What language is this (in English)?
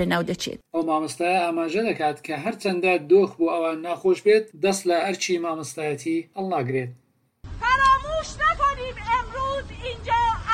Central Kurdish